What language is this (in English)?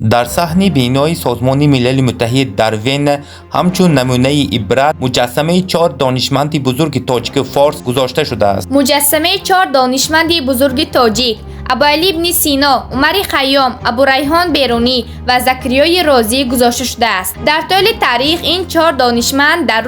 Tajik